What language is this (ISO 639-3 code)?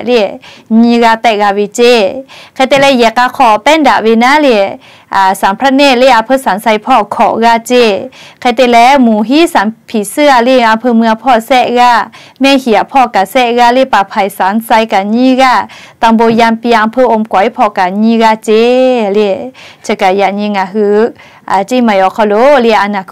lhu